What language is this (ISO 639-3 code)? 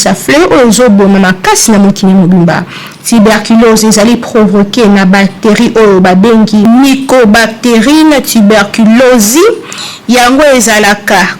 lin